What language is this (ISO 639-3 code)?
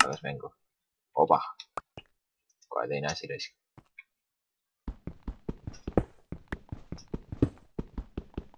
est